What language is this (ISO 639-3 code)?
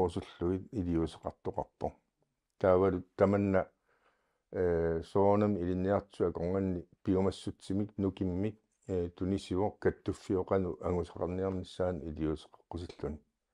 kal